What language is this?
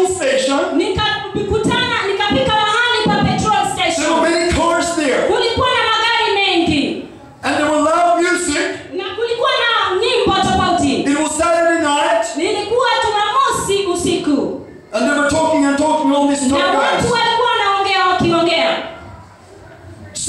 Swahili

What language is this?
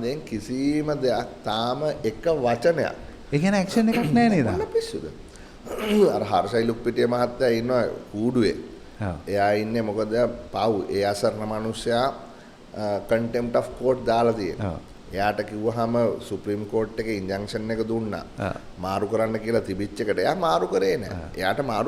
Sinhala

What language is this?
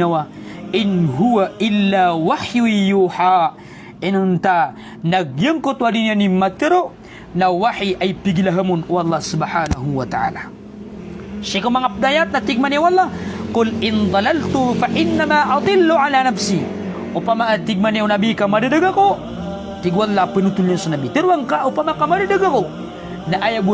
Maranao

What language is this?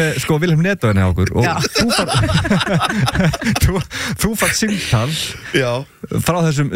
Icelandic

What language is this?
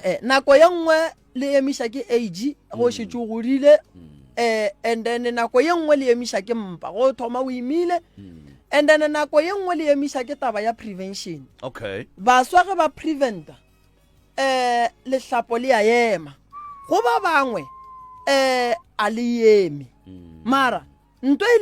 Northern Sotho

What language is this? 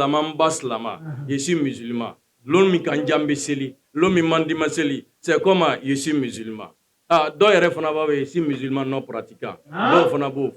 Bambara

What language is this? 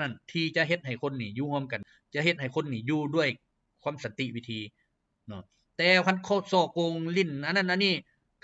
Lao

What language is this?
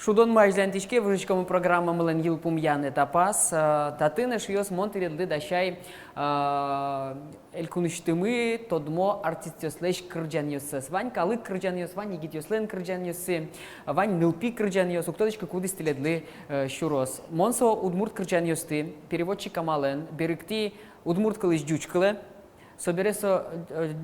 Udmurt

